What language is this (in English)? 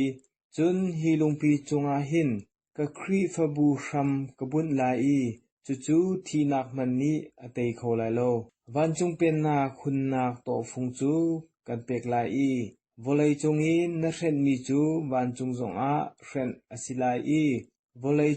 Hakha Chin